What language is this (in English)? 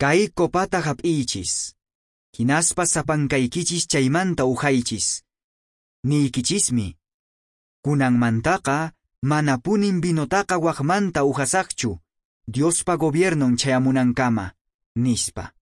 Quechua